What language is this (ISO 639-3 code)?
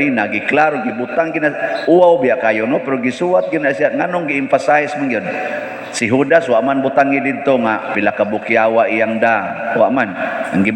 ceb